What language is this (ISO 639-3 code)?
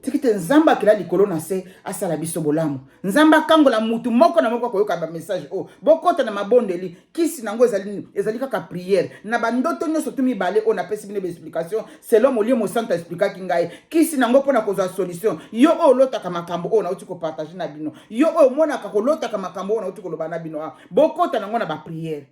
lin